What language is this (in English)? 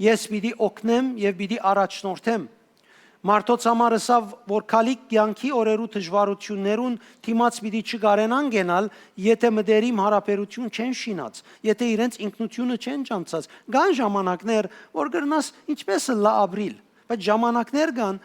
Western Armenian